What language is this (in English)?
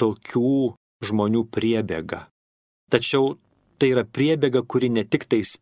Lithuanian